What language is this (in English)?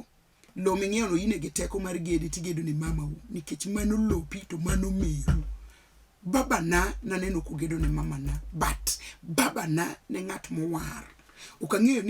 Luo (Kenya and Tanzania)